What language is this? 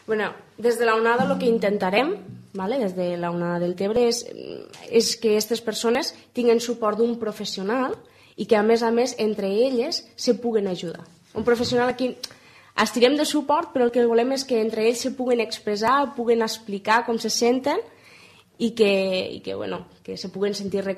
Catalan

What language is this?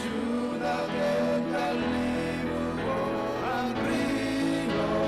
Marshallese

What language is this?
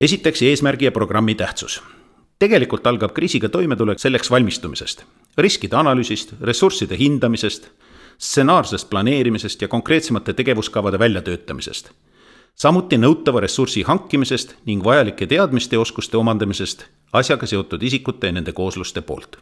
Estonian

